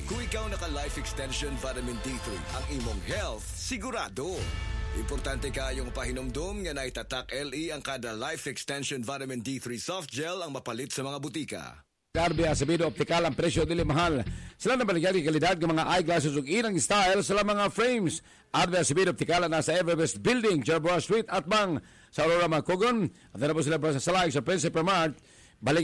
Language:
Cebuano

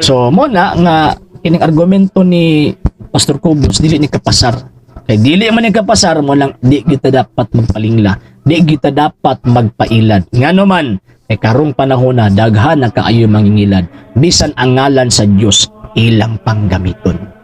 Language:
Cebuano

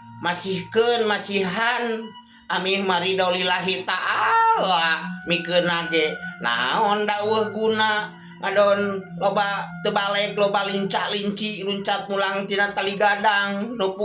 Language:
Sundanese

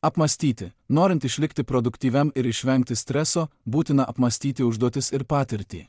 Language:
Lithuanian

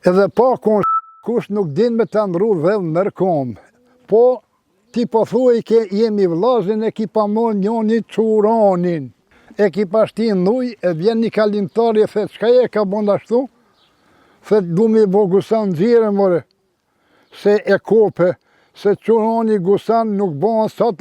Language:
Albanian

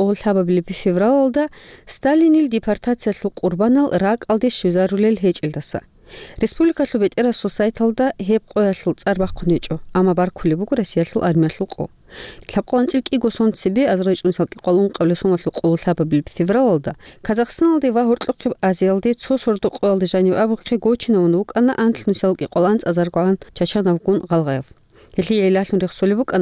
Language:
Avaric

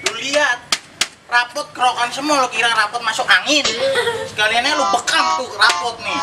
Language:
Betawi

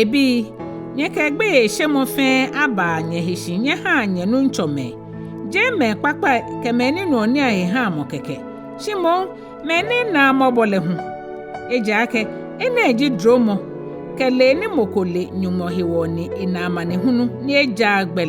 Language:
Ga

